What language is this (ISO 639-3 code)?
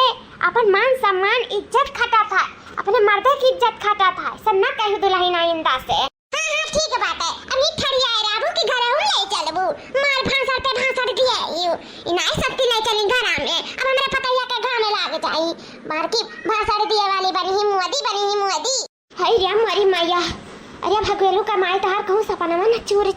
awa